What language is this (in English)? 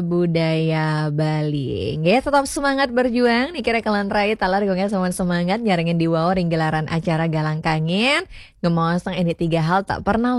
Balinese